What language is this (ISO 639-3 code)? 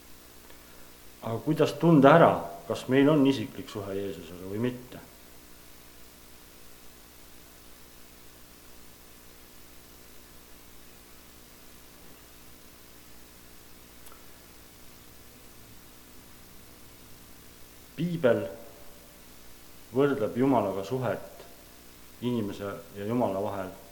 est